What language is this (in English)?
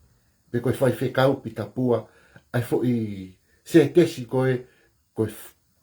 Tongan